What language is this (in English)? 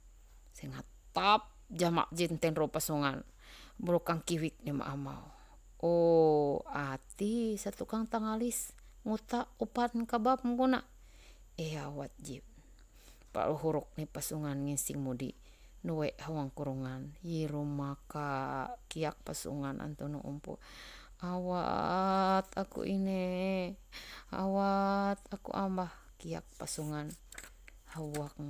Ma'anyan